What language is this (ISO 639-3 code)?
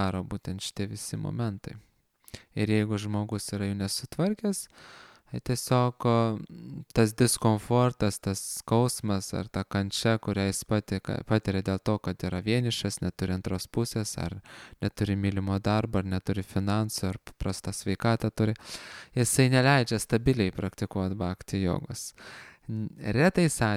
lit